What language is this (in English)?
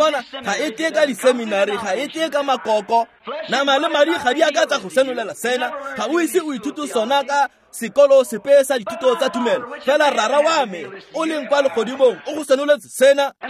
Tswana